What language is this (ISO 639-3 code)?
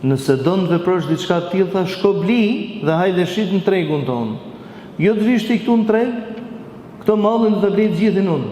sqi